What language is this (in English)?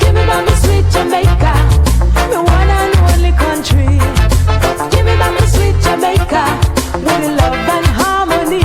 Jamaican Creole English